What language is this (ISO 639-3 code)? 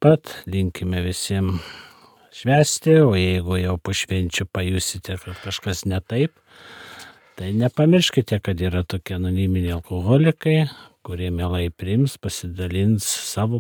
lit